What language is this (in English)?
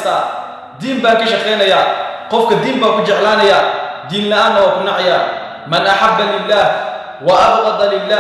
Somali